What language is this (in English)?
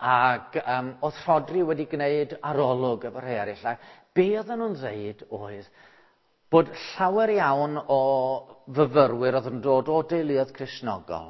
Welsh